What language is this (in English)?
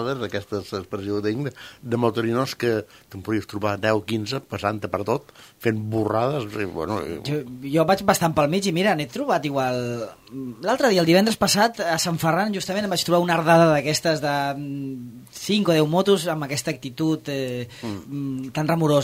Catalan